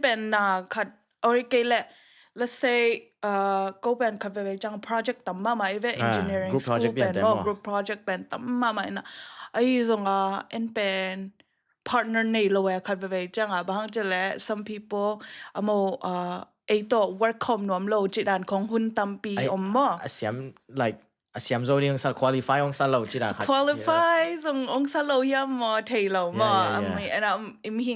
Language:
Tedim Chin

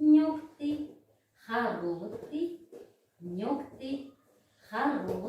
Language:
Buriat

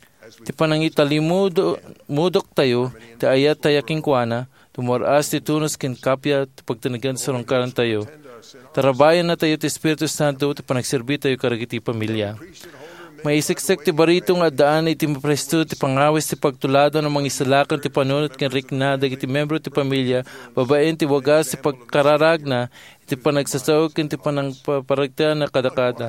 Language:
Iloko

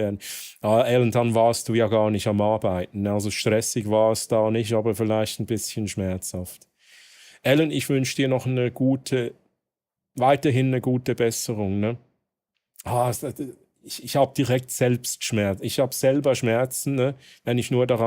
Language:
Swiss German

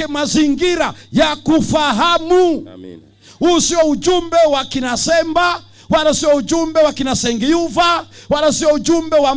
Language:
Swahili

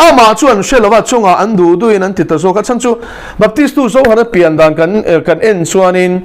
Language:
Mizo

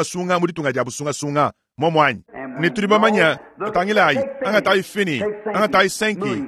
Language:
Luba-Lulua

